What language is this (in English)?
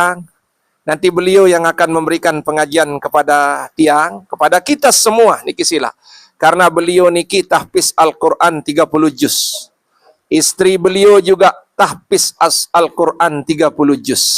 Sasak